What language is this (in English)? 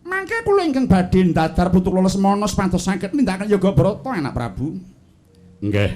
Javanese